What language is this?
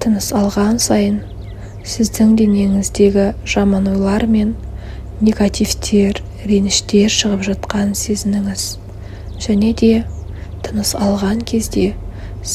Kazakh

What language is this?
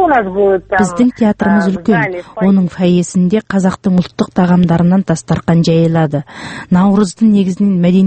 Kazakh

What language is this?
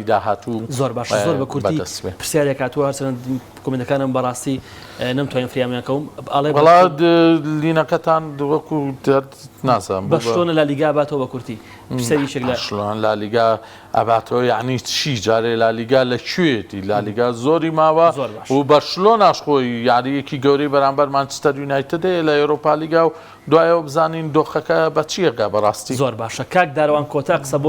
Central Kurdish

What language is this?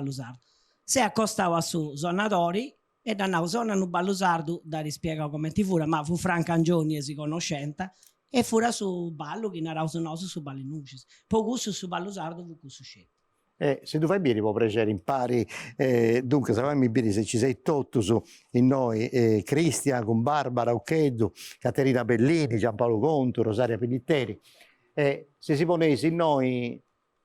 Sardinian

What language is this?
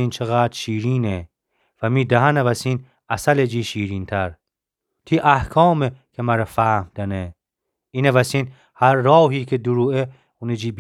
Gilaki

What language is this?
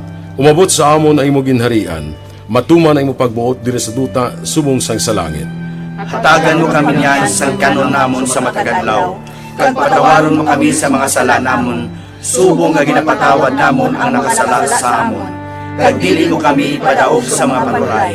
Hiligaynon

